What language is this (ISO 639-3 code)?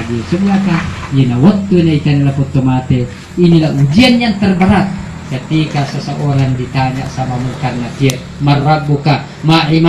bug